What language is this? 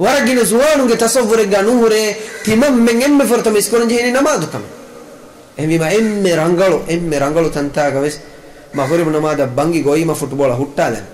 Divehi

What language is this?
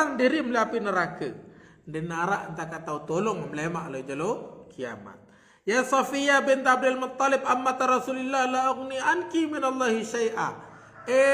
Sasak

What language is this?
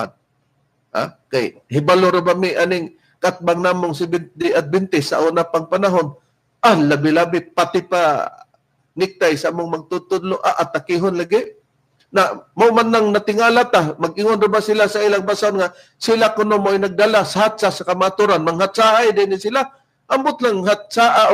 Cebuano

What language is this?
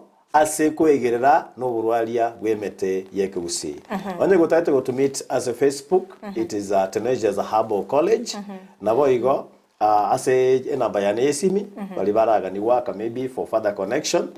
Gusii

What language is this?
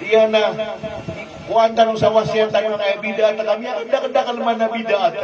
Maranao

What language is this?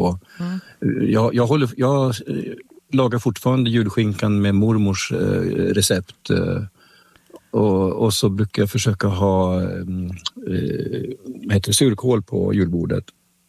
Swedish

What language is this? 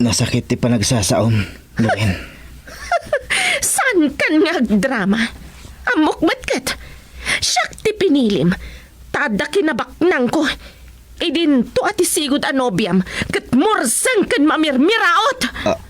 Iloko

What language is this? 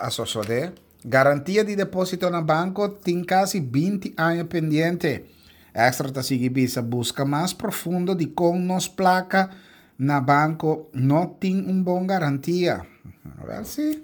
Papiamento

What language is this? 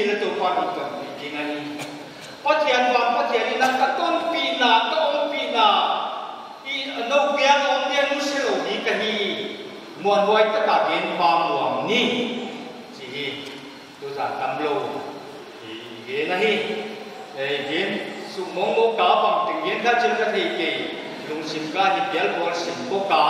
Paite Chin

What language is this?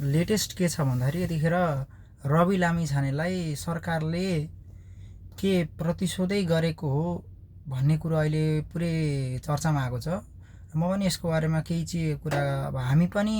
Nepali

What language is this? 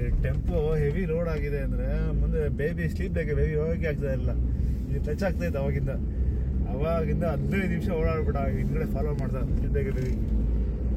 Kannada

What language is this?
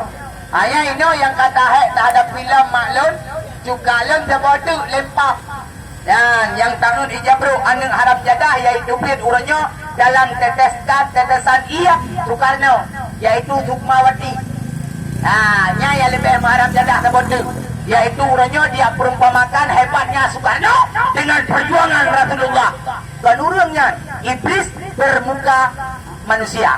Achinese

